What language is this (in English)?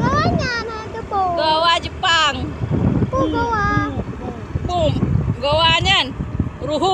Achinese